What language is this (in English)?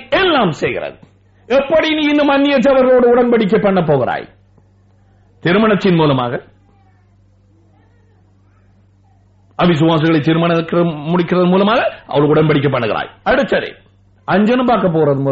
Tamil